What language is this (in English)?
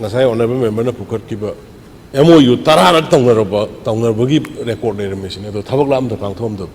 Manipuri